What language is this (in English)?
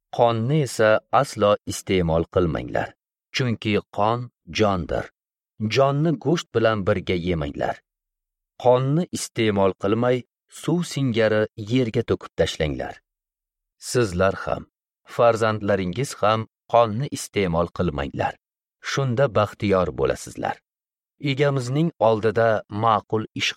Uzbek